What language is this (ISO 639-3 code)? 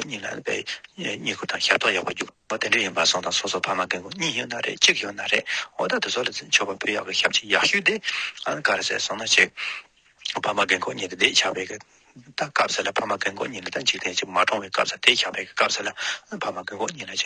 bod